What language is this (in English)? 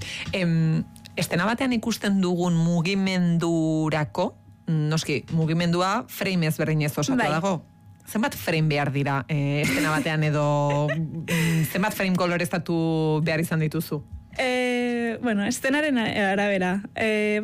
Basque